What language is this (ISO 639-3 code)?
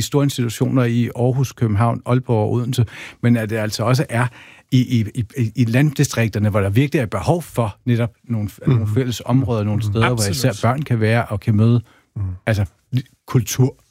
dan